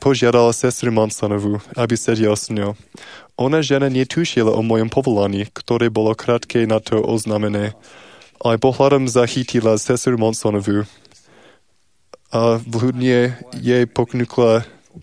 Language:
Slovak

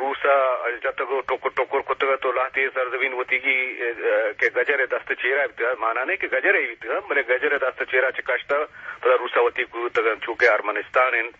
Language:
Eastern Balochi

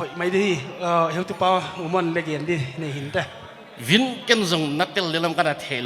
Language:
Paite Chin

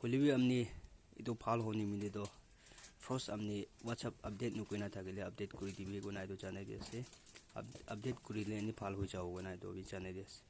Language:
Naga Pidgin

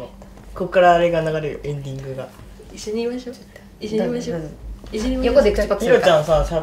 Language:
Japanese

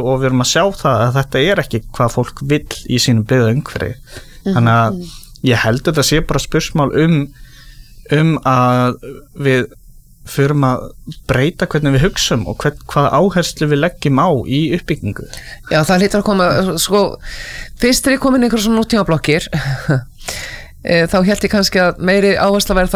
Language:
Icelandic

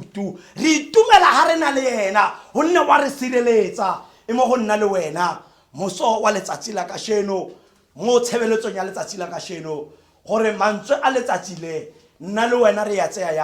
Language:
Tswana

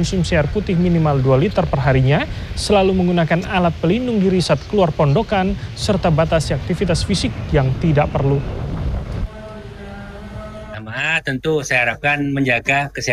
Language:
Indonesian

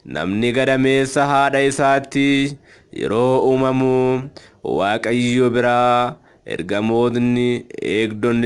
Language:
Oromo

